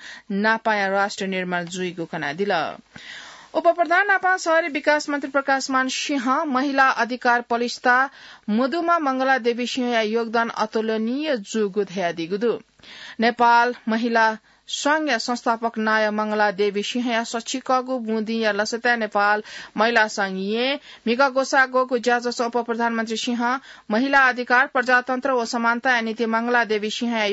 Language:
Newari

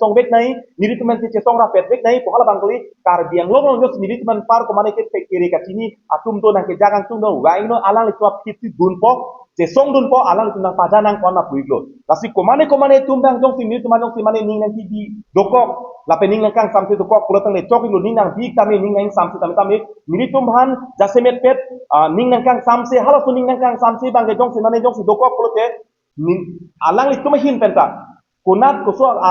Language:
Karbi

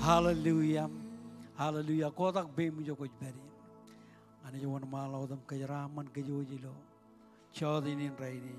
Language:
Marshallese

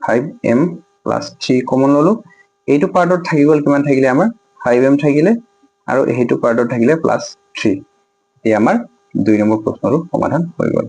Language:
Assamese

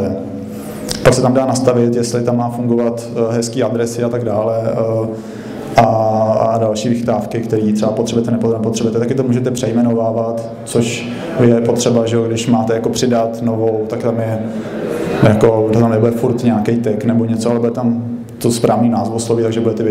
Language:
Czech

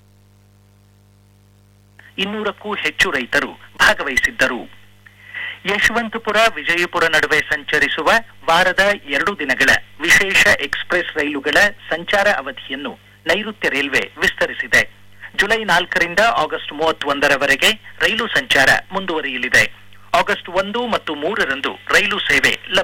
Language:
Kannada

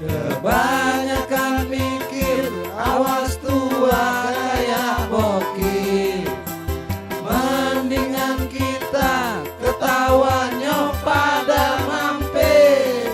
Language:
Betawi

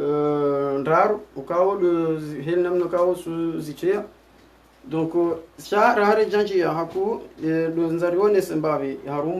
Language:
Ngazidja Comorian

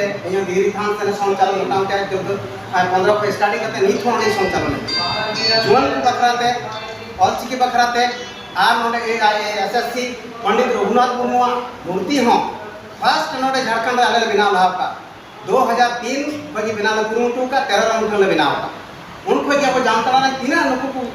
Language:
Santali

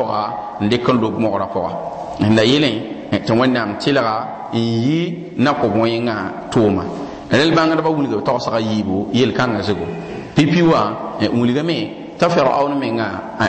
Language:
Mossi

